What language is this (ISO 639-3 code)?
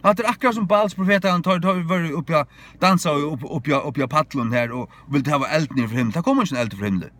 fao